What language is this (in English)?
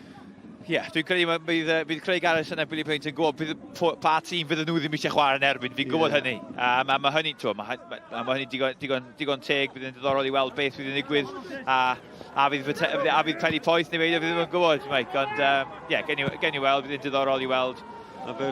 Welsh